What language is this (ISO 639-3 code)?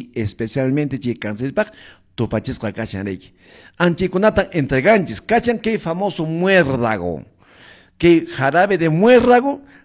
que